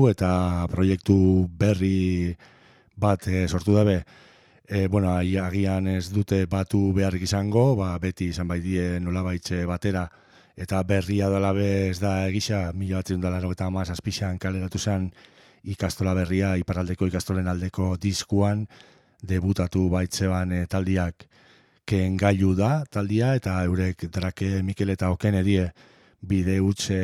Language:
Basque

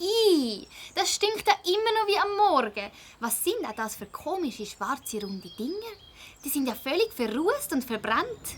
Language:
Swiss German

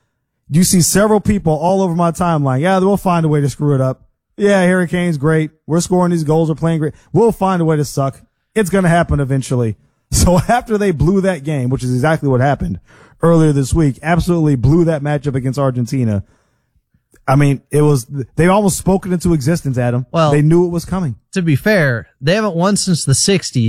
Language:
English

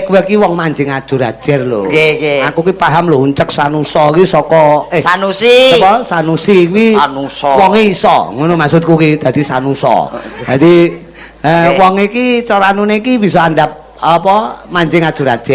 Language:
Javanese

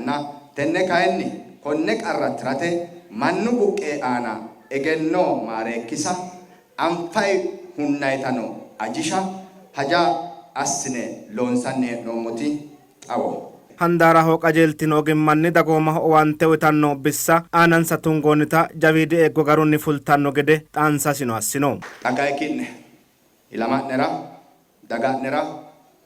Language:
Sidamo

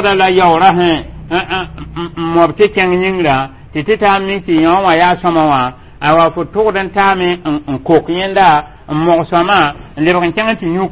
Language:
Mossi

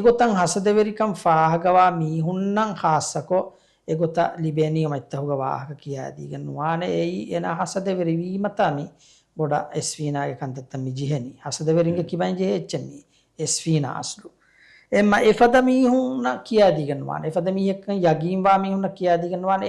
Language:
Divehi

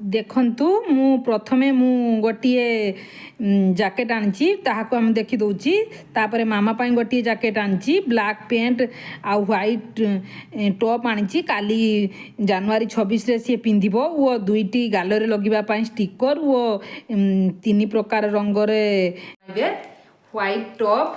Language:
Odia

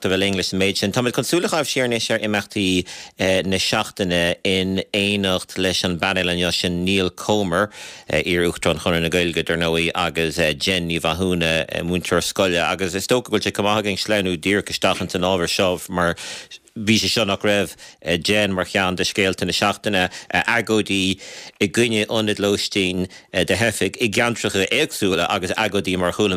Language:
Irish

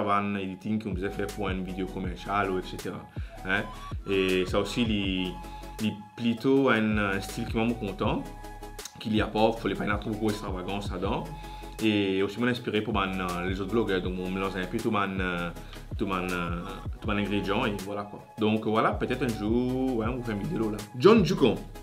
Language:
Morisyen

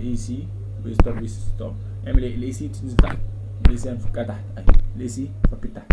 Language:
Egyptian Arabic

